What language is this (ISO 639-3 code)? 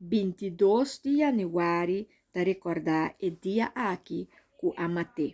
pap